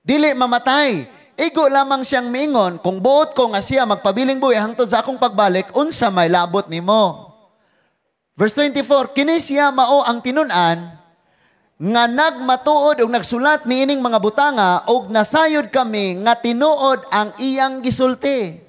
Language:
Cebuano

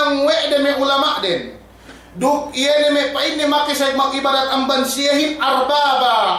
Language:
Yakan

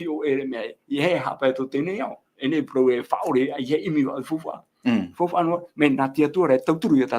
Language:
Tahitian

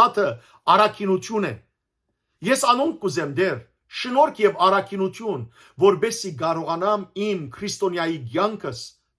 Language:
Western Armenian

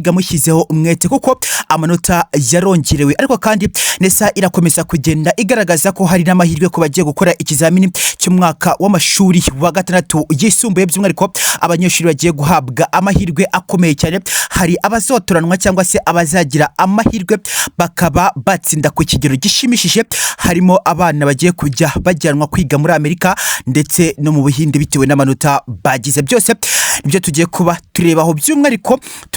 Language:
Kinyarwanda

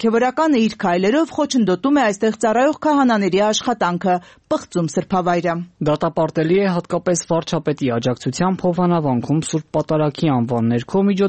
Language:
Armenian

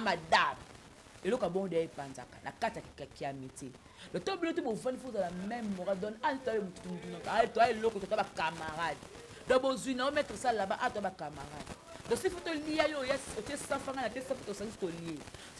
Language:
Lingala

